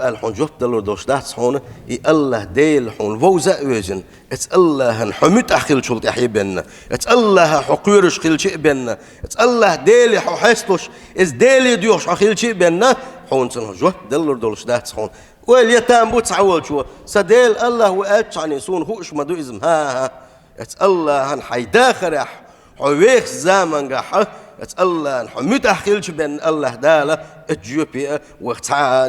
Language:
Chechen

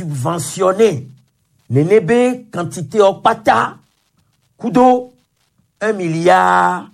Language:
Gen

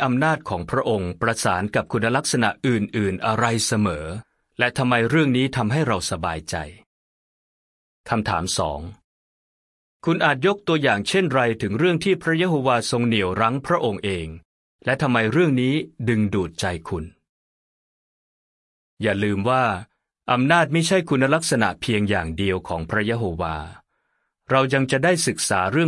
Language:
Thai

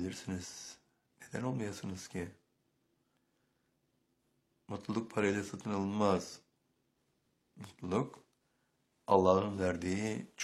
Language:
Turkish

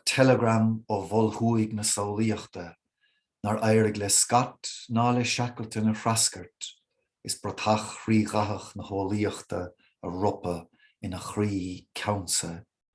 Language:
Irish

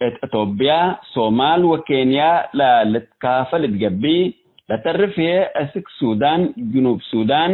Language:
Tigre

